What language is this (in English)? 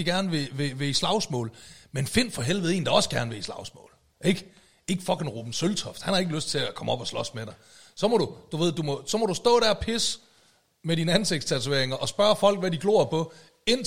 Danish